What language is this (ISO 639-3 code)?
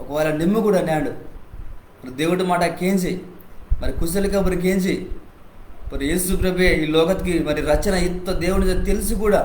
kff